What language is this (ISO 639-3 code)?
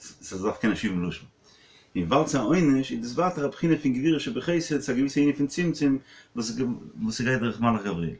yid